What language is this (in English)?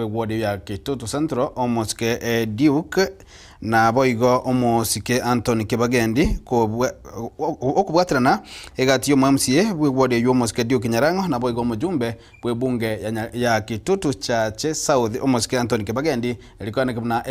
Gusii